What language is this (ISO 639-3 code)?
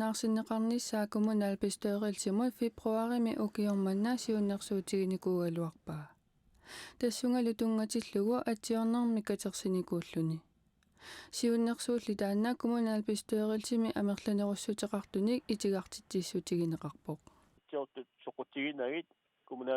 kal